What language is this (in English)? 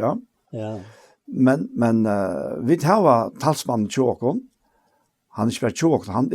Faroese